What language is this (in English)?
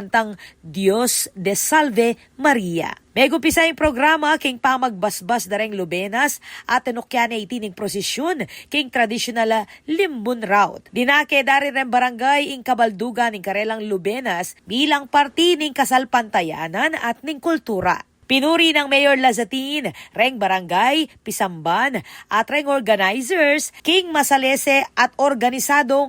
Pampanga